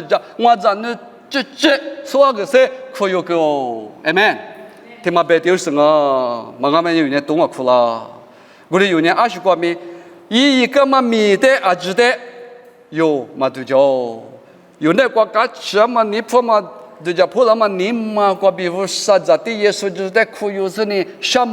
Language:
Lisu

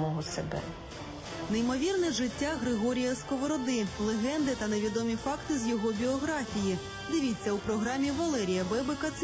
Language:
Ukrainian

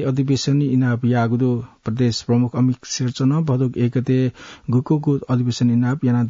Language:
Newari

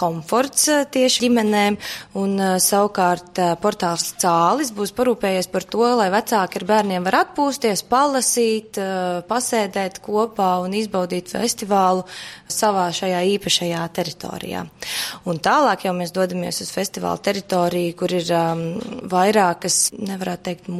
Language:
Latvian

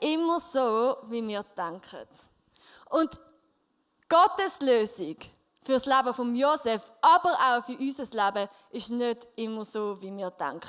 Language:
Swiss German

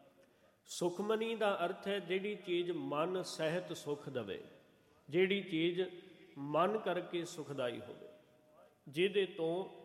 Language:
Punjabi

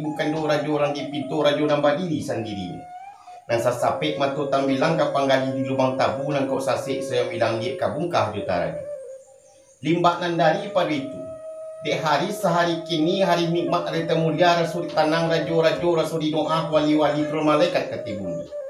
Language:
Minangkabau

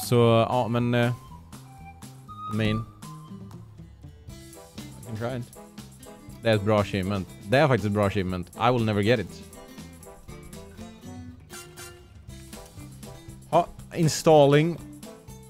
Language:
Swedish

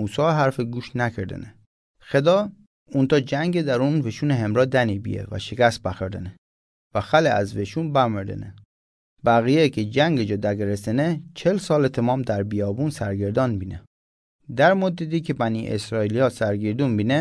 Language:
Mazanderani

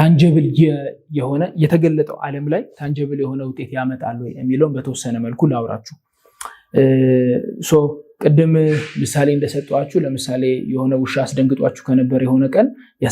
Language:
Amharic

